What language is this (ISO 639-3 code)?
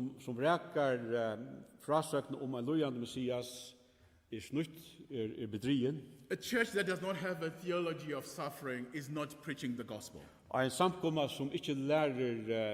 fao